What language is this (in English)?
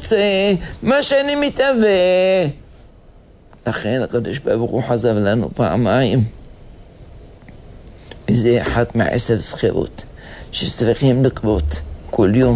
Hebrew